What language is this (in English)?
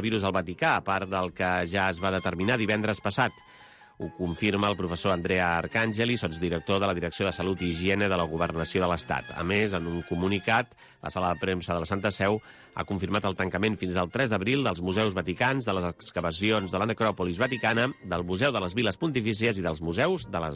Catalan